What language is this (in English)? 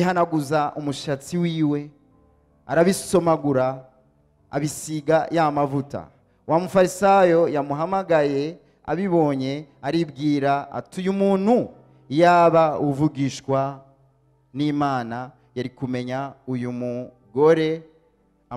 Rundi